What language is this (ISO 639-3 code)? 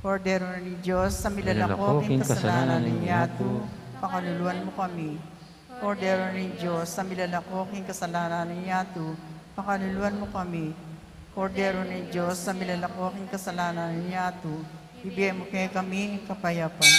pam